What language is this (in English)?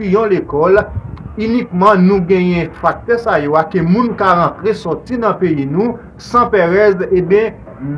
Haitian Creole